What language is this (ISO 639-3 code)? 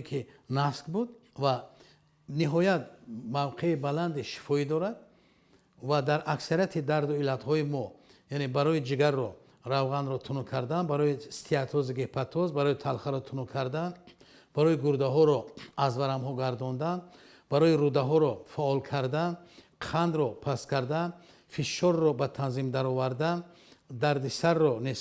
tgk